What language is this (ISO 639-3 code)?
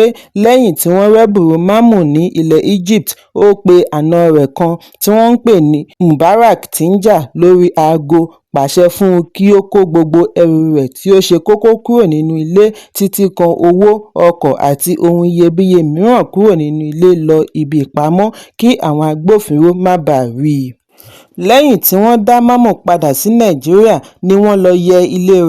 yor